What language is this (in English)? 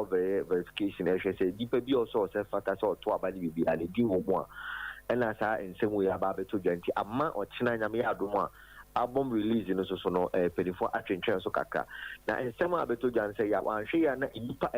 Akan